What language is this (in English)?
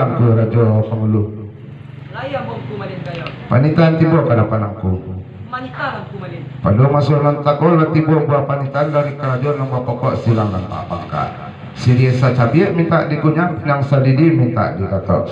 Minangkabau